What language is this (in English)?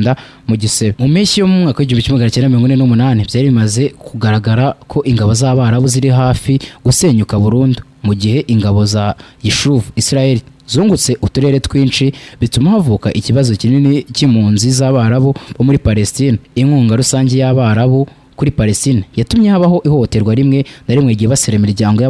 Kinyarwanda